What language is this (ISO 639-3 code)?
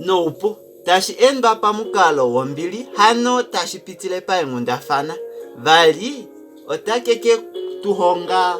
kua